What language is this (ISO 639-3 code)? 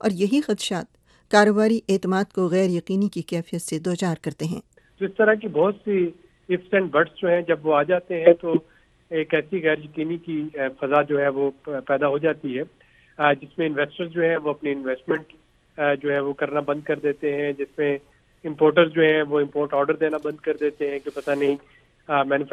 urd